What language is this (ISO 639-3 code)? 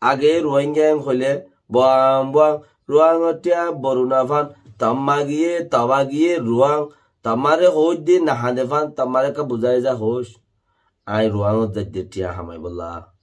rhg